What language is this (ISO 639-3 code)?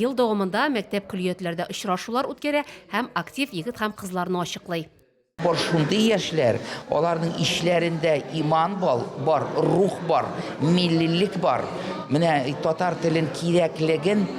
tat